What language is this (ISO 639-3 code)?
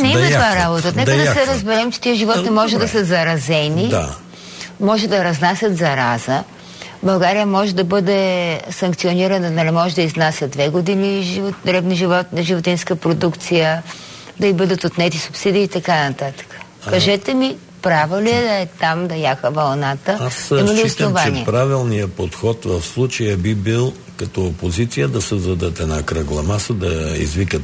bul